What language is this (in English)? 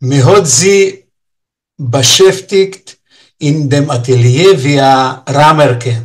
Yiddish